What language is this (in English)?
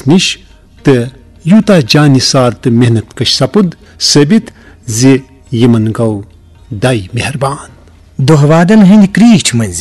Kashmiri